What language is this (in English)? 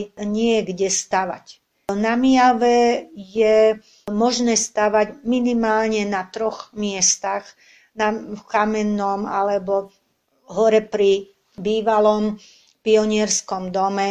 Slovak